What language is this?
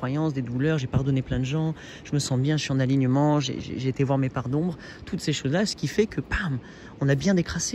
French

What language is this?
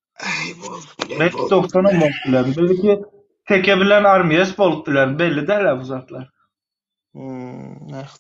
Turkmen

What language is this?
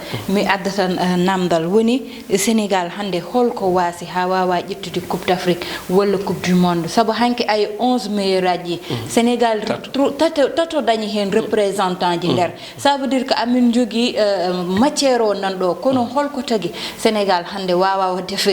Fula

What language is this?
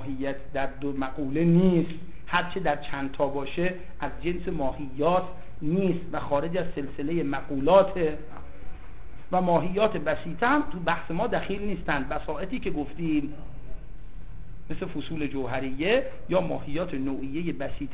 Persian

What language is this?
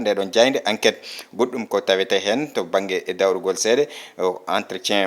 Fula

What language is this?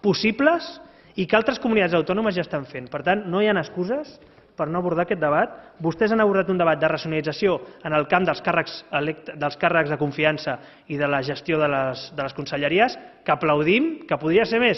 Catalan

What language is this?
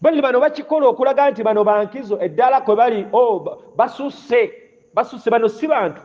Ganda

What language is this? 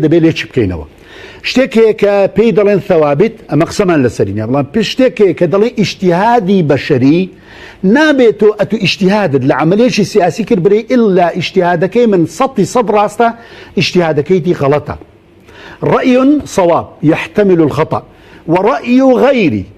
Central Kurdish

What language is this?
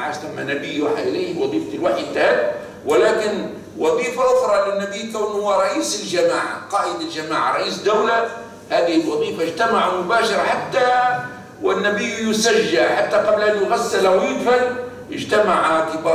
Arabic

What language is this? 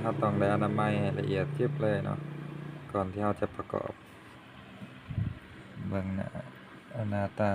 Lao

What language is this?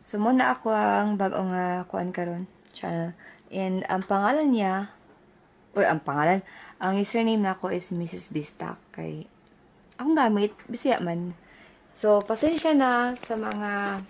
Cebuano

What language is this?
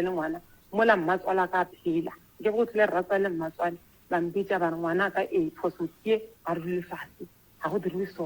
Northern Sotho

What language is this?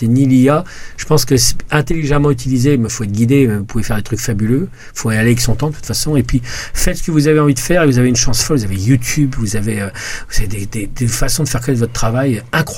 French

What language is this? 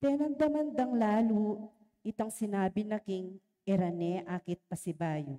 Pampanga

